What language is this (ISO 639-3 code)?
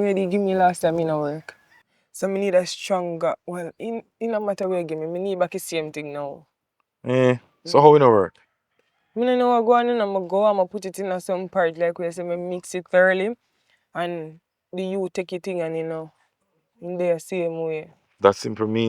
jam